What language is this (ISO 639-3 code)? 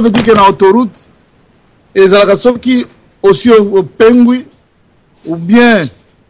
lin